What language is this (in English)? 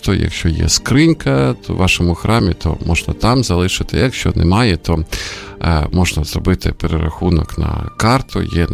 Ukrainian